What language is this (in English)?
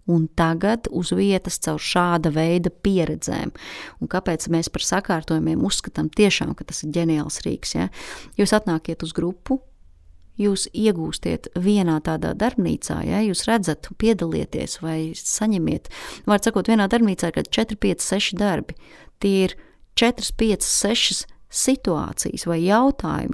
Latvian